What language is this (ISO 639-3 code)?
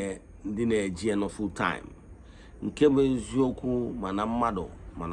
ibo